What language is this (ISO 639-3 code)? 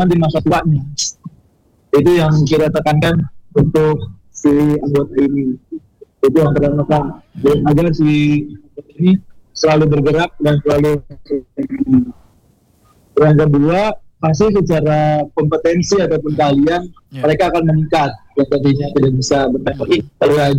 ind